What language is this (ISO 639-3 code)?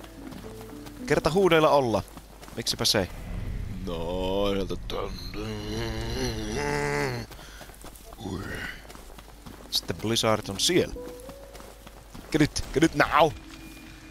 fin